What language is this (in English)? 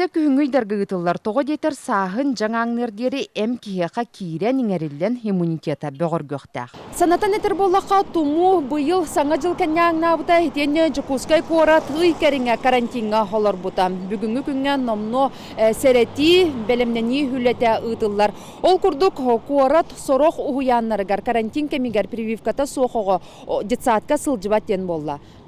Yakut